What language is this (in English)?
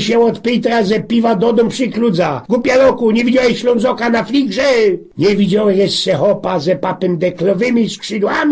Silesian